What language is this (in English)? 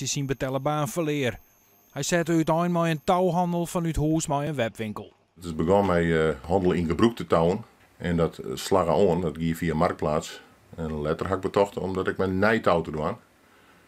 Western Frisian